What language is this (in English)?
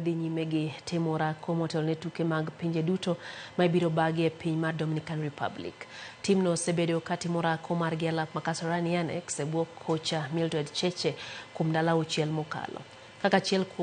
Luo (Kenya and Tanzania)